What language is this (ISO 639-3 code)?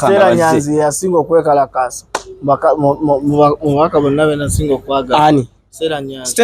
lug